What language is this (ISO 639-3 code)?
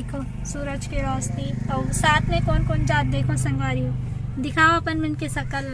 hne